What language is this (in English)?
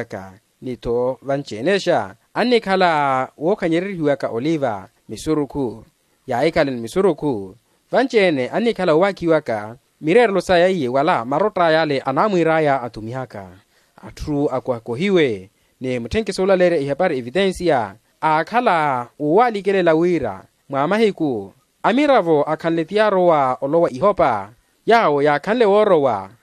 Makhuwa